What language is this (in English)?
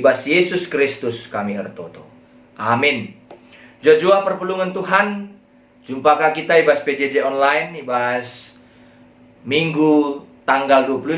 Batak Karo